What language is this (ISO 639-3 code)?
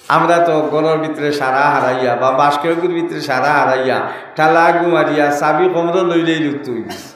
syl